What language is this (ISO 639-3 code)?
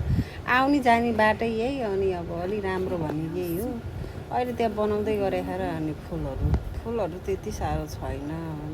nep